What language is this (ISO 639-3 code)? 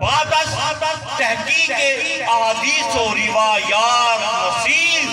skr